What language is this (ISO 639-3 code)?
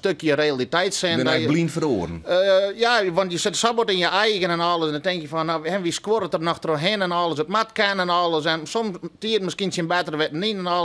fry